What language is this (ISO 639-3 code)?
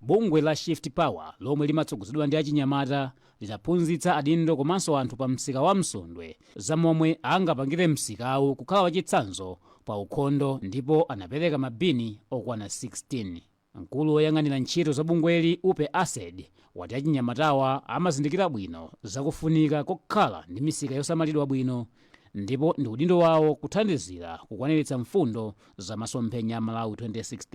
nya